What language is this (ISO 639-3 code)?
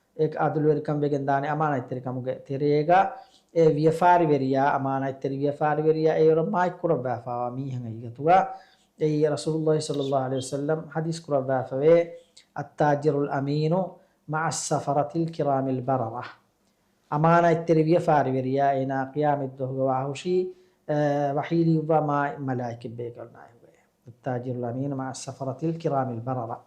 div